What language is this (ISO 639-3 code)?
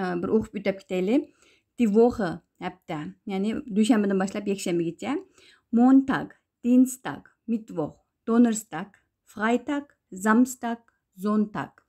uig